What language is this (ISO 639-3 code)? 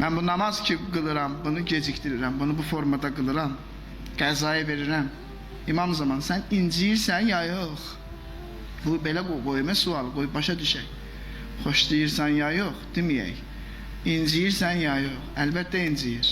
aze